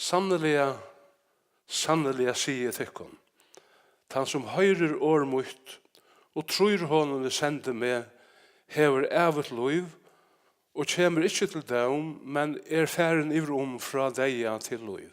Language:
Faroese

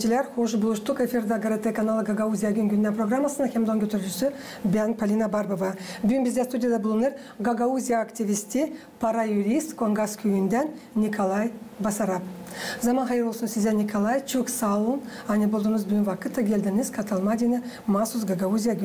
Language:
Gagauz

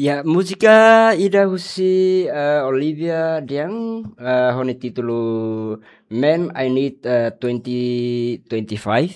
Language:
Tetum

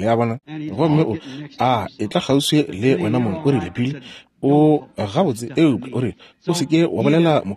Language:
Northern Sotho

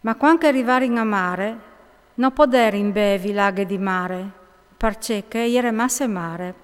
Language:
Friulian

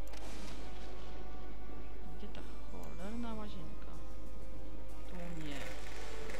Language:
Polish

